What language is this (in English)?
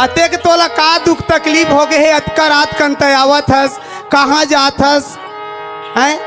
Chhattisgarhi